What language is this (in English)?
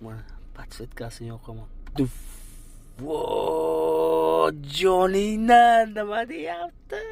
Uzbek